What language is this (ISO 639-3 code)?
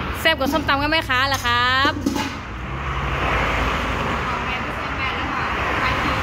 tha